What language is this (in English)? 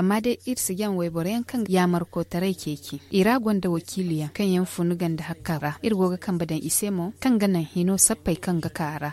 Zarma